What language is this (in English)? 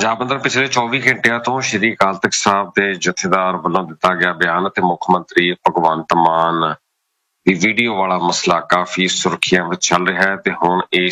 Punjabi